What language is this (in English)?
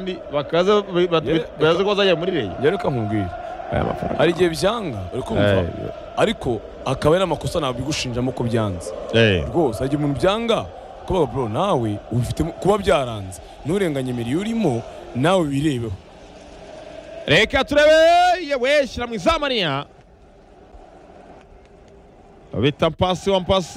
Kinyarwanda